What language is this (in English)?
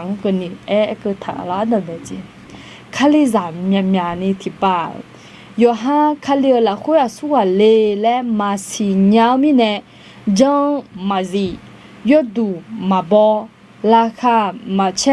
Akha